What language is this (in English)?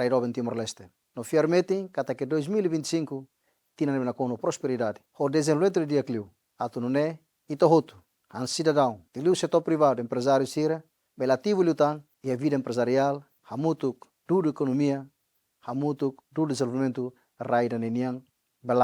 Tetum